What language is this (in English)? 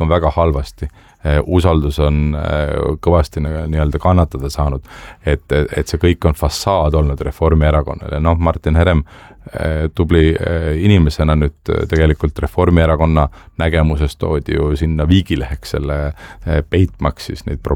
Estonian